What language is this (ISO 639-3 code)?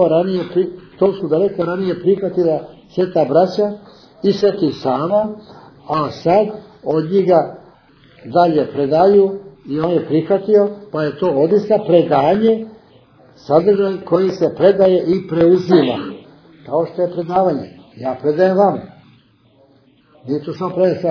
srp